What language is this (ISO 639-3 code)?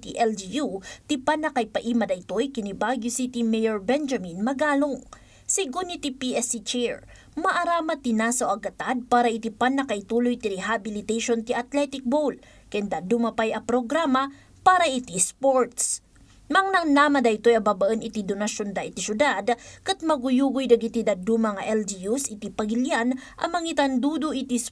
ilo